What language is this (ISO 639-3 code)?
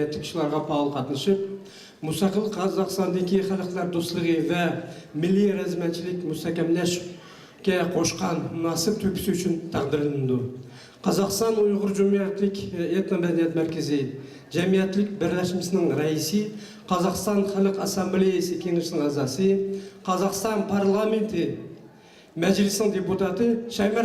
uig